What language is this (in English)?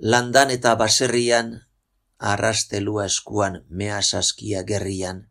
Basque